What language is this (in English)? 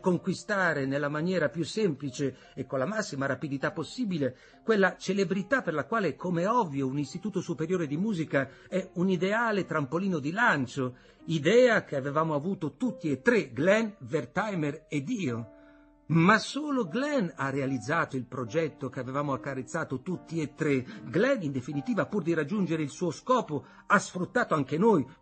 Italian